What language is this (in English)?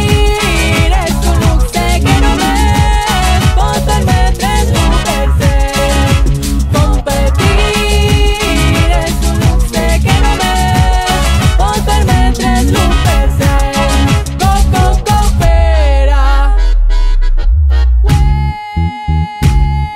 Catalan